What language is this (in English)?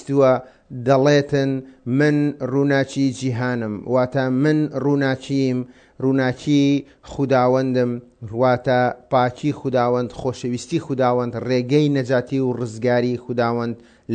Central Kurdish